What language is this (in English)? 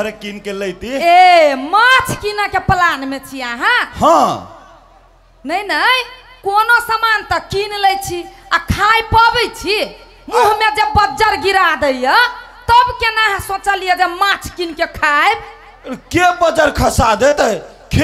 Maithili